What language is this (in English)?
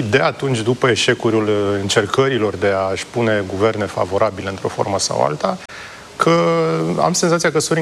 Romanian